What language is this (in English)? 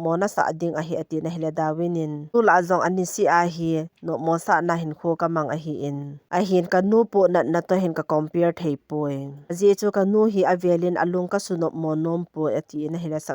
Thado Chin